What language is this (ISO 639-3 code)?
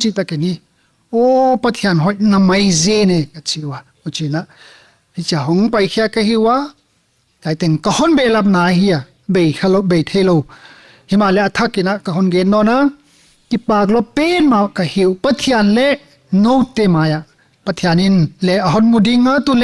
pck